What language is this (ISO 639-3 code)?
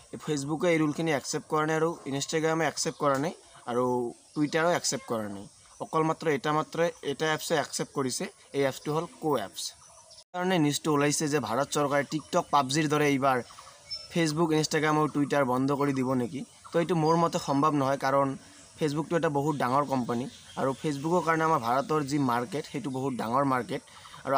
asm